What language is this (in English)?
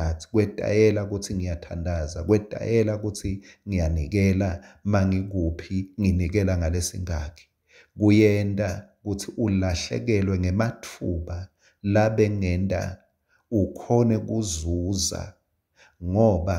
Swati